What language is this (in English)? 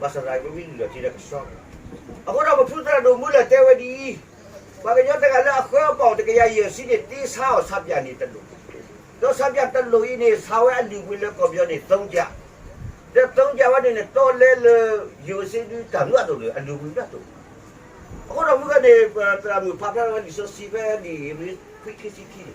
S'gaw Karen